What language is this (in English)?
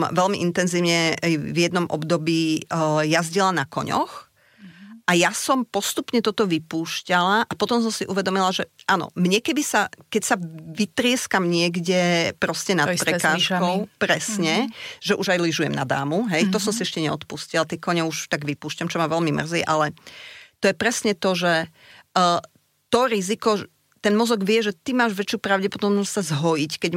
Slovak